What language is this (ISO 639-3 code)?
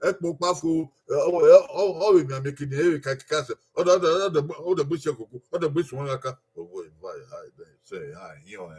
bin